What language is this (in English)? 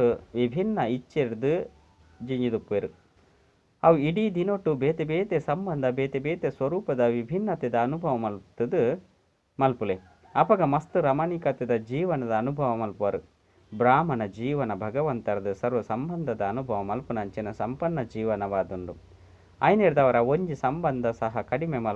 Tulu